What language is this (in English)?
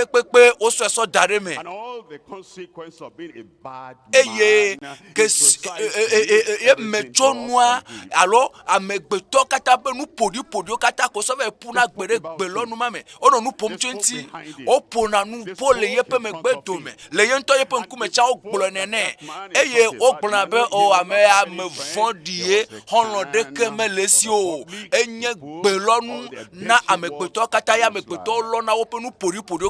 Ewe